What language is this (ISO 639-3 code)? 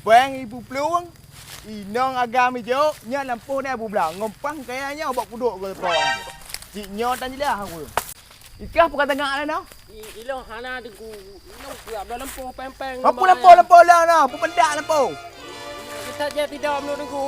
ace